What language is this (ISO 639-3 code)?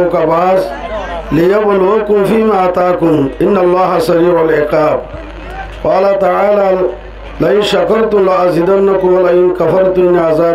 rhg